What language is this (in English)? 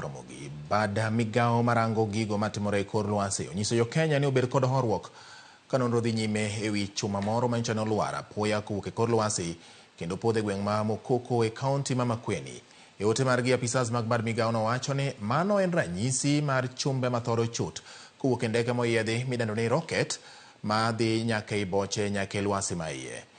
Luo (Kenya and Tanzania)